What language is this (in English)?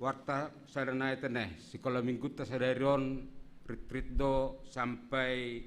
Batak Simalungun